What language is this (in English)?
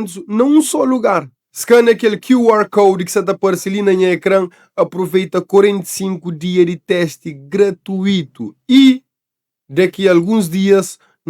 Kabuverdianu